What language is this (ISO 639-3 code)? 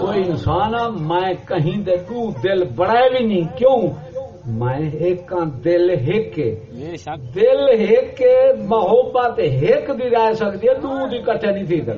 skr